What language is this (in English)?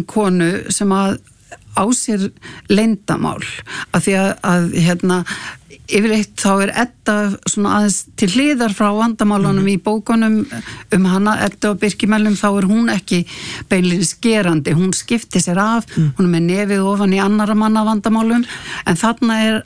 Icelandic